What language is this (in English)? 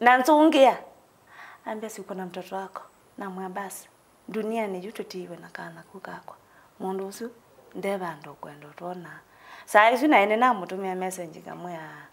Kamba